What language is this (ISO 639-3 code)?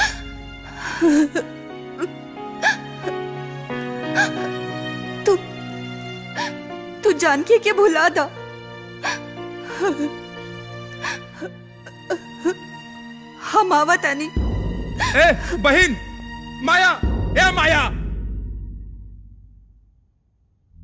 bho